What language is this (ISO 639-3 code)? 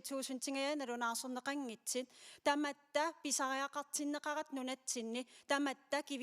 kal